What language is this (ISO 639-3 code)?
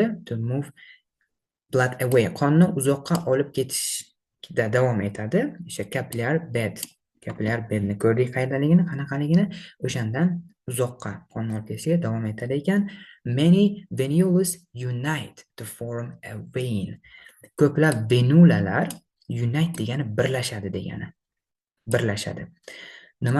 uzb